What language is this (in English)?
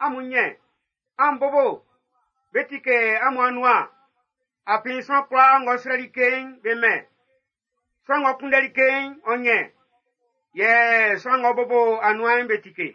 Baoulé